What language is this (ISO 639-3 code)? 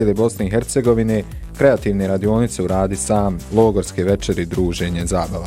bos